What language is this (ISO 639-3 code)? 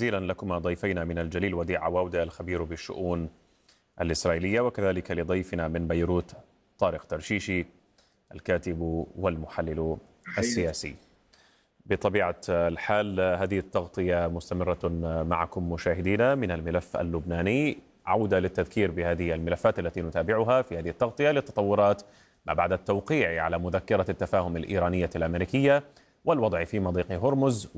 ara